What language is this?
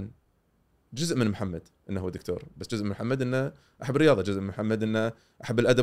Gulf Arabic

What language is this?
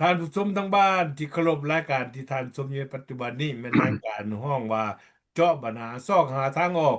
Lao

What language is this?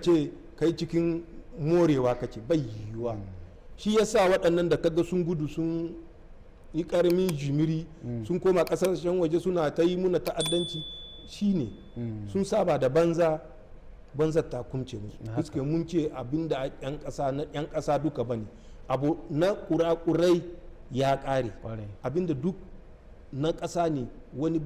Hausa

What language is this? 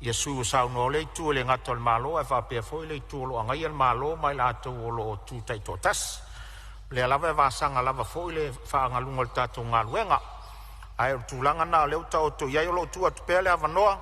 Samoan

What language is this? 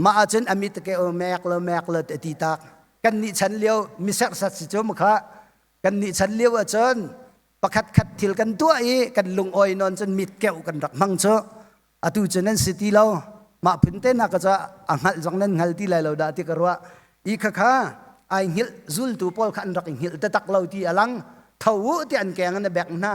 Hakha Chin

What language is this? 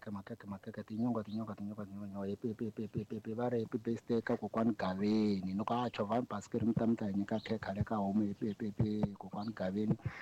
Tsonga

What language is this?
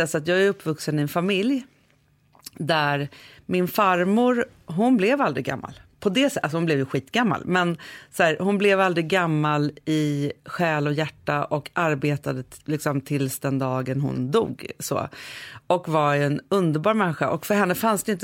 Swedish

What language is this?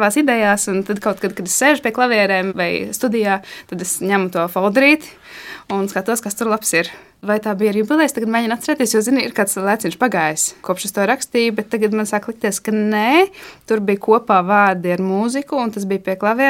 Latvian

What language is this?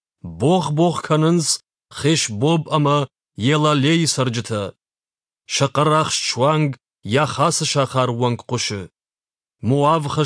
Ossetic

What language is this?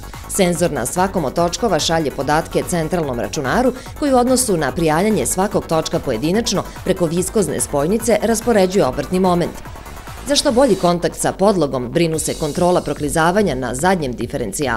Serbian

